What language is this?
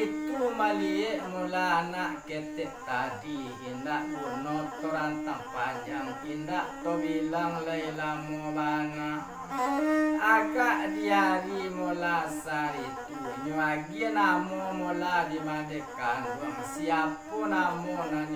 Minangkabau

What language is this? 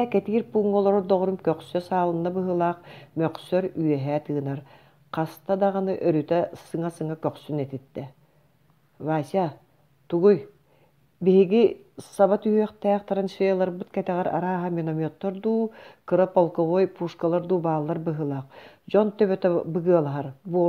Yakut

